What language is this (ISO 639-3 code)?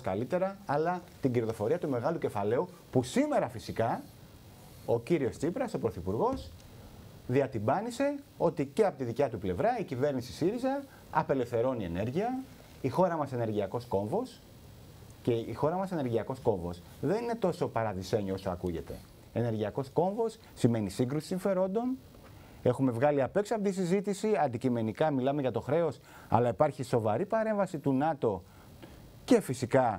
ell